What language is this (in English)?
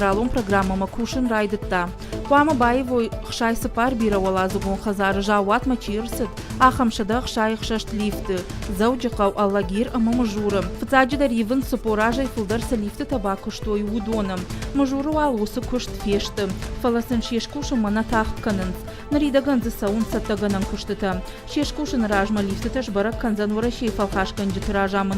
Ossetic